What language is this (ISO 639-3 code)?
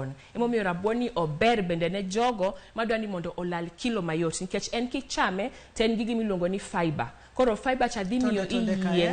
luo